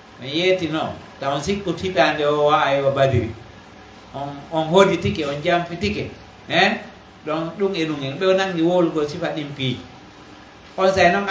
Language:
Pular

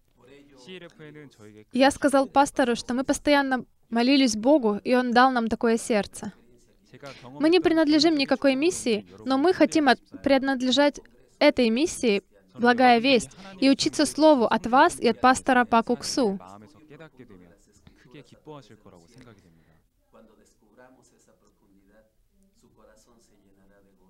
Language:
Russian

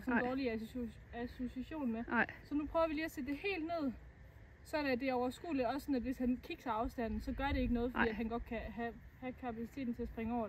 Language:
Danish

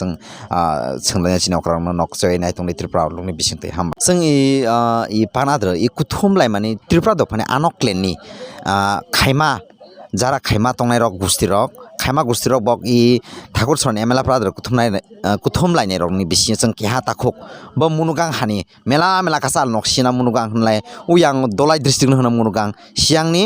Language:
Kok Borok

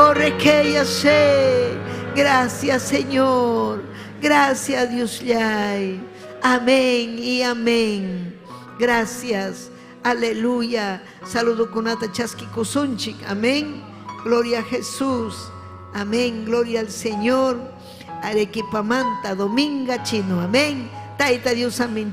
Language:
Ayacucho Quechua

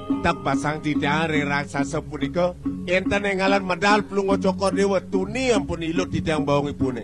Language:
Balinese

